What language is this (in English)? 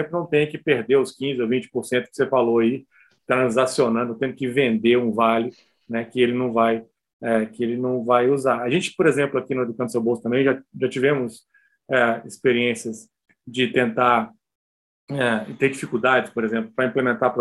Portuguese